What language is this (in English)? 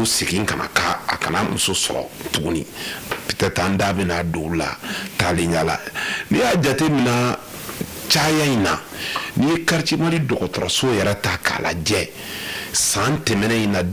Bambara